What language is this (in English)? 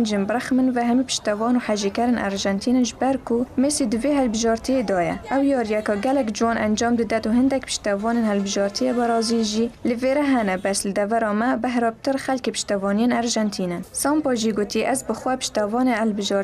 Kurdish